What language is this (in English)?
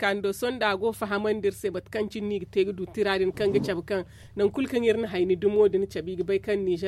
Zarma